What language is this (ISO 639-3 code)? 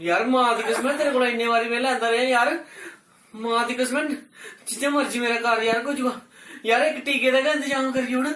doi